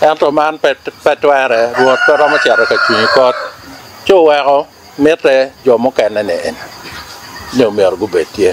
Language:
Acoli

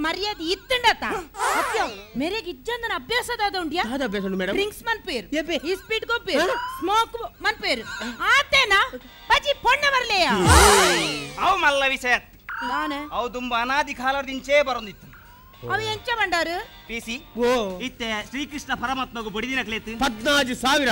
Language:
Tulu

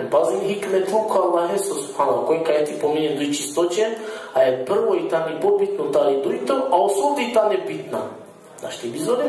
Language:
Balkan Romani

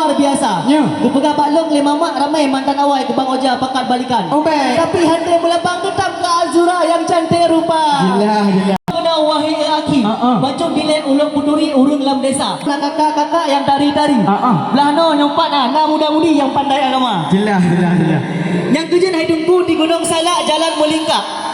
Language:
Achinese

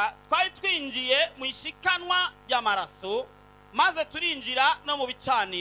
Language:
Rundi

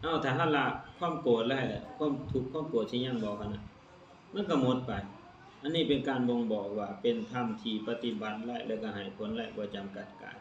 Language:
Lao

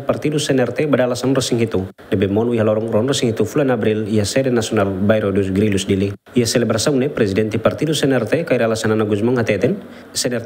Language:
Tetum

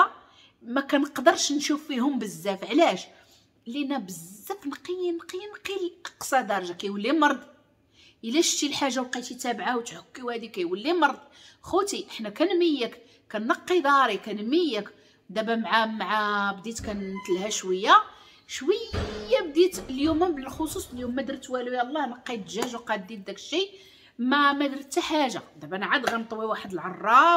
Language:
Moroccan Arabic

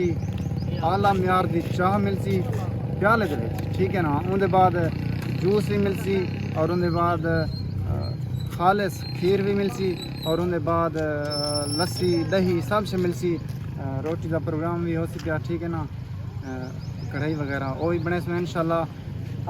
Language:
Saraiki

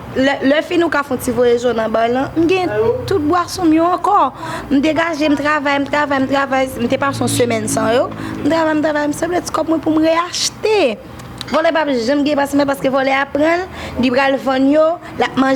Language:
Haitian Creole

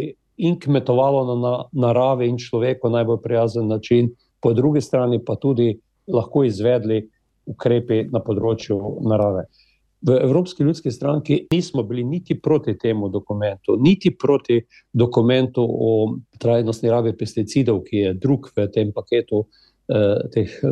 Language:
Slovenian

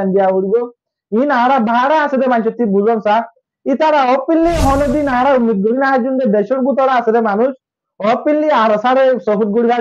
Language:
Rohingya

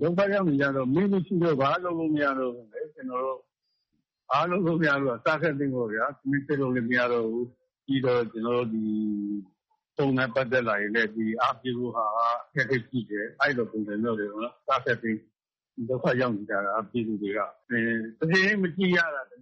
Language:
Burmese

